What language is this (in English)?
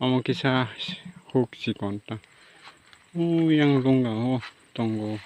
Kok Borok